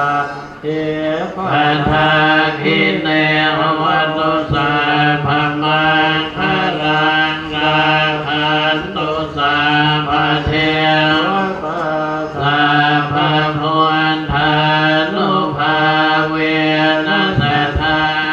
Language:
Pali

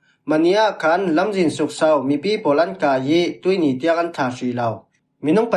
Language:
Falam Chin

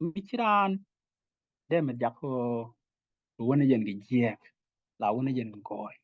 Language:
Nuer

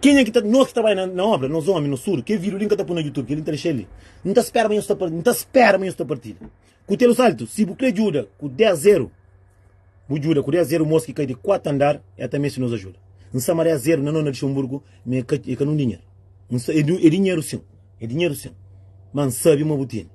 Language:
Kabuverdianu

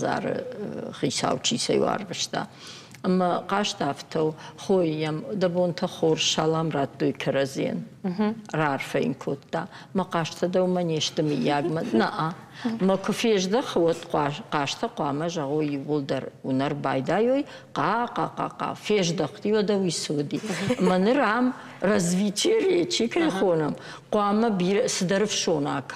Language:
Ossetic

